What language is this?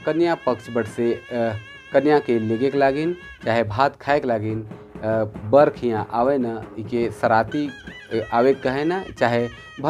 Sadri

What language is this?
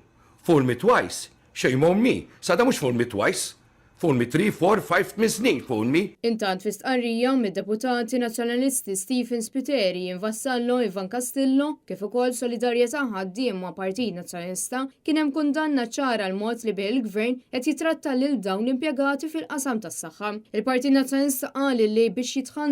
Maltese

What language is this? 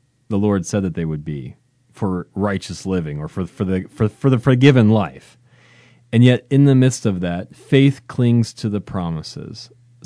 English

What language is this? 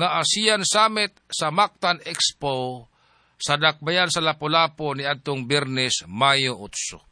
Cebuano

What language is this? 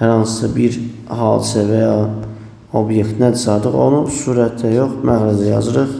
Azerbaijani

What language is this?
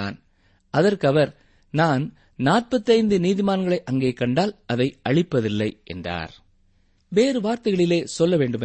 Tamil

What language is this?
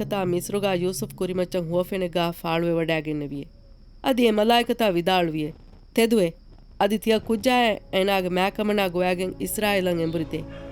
Divehi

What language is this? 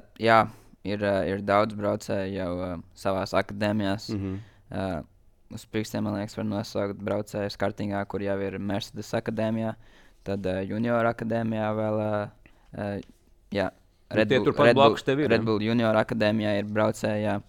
Latvian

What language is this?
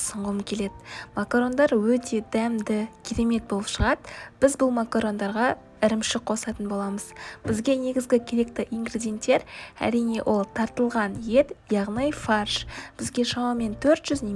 Kazakh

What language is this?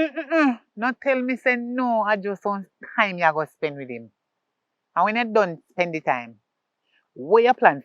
Jamaican Creole English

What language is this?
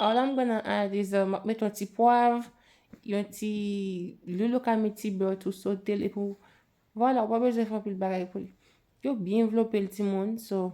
Haitian Creole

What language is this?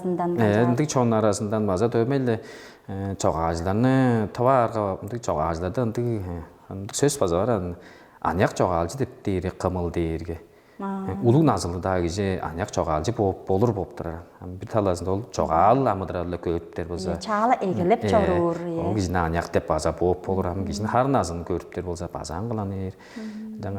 Tuvinian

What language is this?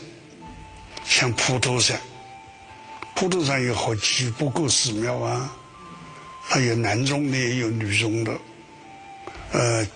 Chinese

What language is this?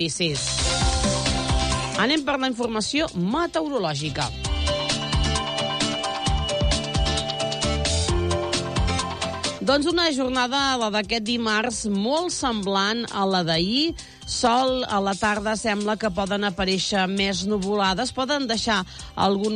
Catalan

